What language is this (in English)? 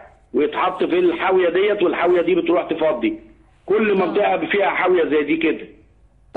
Egyptian Arabic